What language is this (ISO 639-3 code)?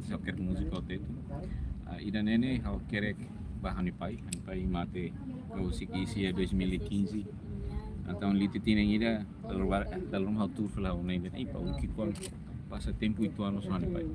tet